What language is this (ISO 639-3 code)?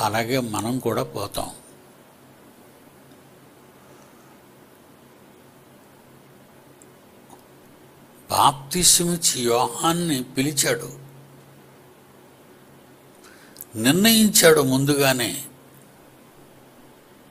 tel